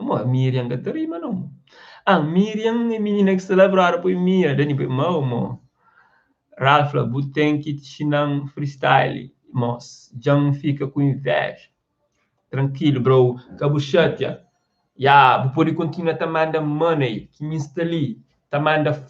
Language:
Kabuverdianu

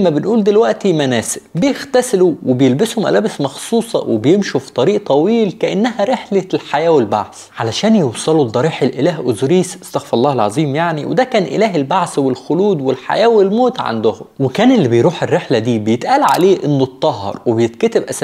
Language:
Egyptian Arabic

